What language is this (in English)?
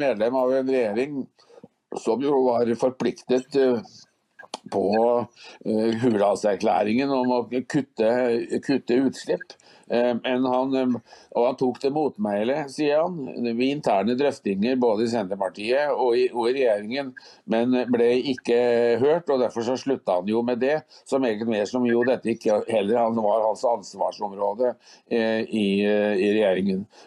Norwegian